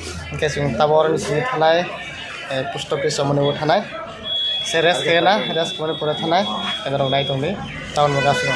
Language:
Kok Borok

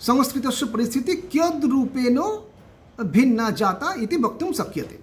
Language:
Sanskrit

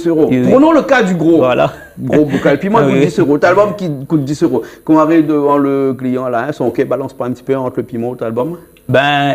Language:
Réunion Creole French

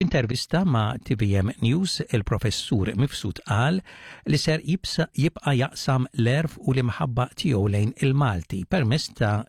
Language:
Maltese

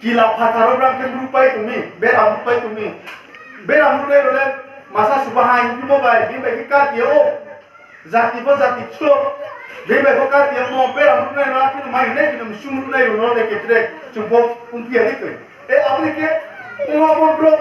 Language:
Riang (India)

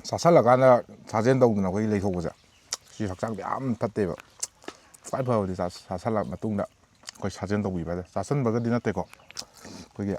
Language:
Manipuri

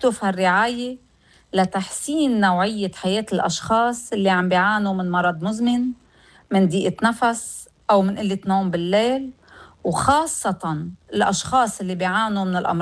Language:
North Levantine Arabic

